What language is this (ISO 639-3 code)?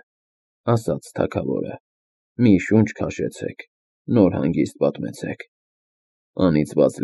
hye